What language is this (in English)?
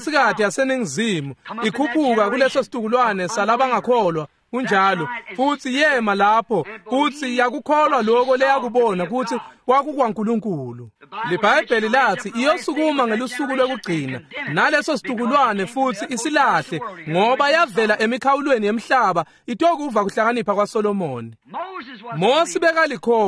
Swati